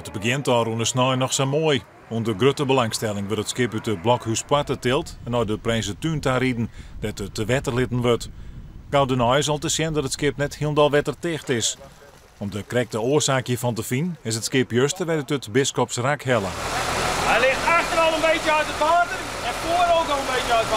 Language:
Western Frisian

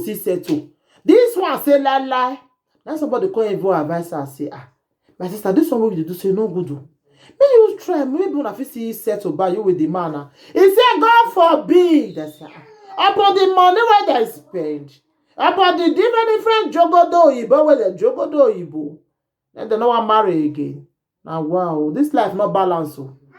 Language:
Nigerian Pidgin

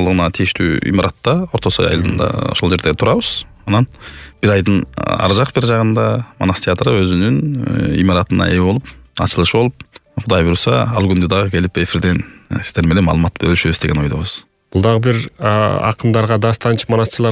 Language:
Kyrgyz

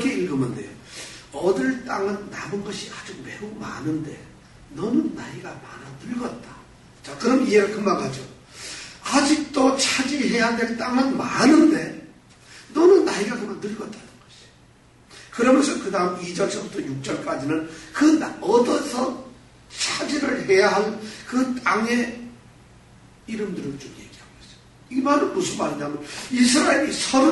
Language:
Korean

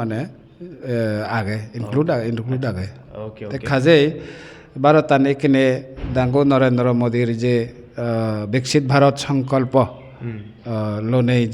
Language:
Chakma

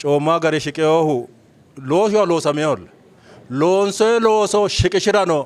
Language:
Sidamo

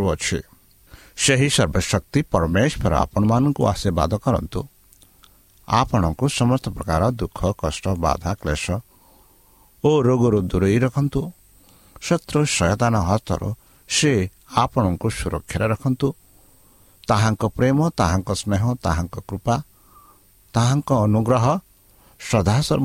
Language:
Odia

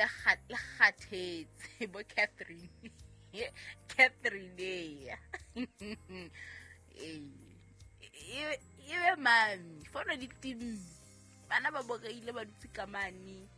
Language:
Southern Sotho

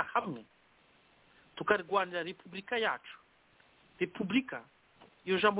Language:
Kinyarwanda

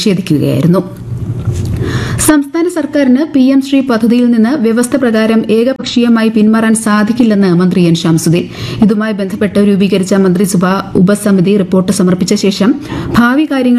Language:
Malayalam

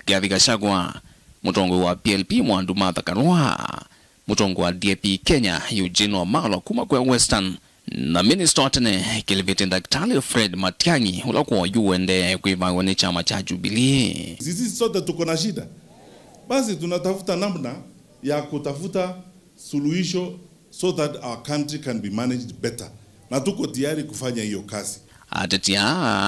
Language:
Kamba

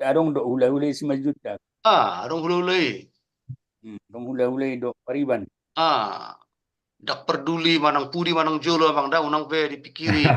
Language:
Batak Toba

